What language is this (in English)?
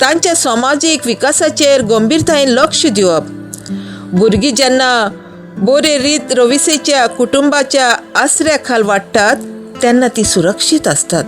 Konkani